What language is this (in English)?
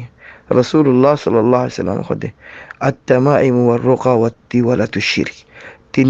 Rohingya